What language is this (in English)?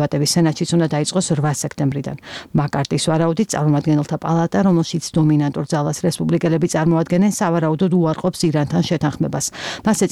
Georgian